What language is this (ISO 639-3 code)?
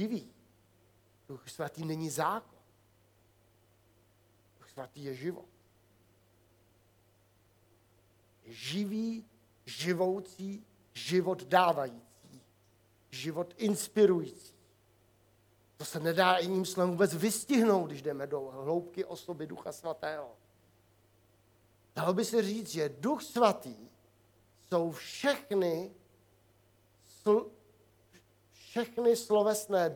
ces